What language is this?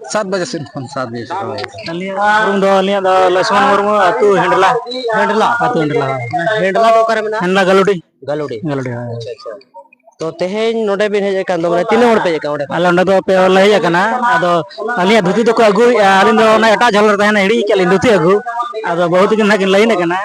Santali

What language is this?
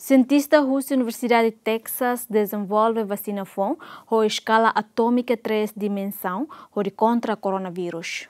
Tetum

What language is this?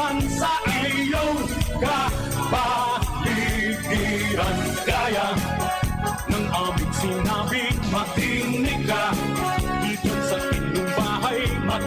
Bikol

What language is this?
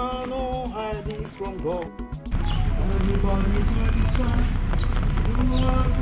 Nigerian Pidgin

